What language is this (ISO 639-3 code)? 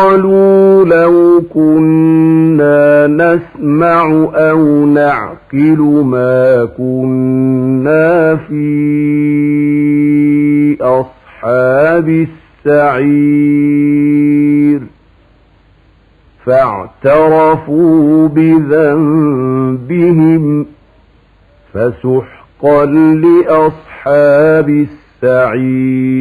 ara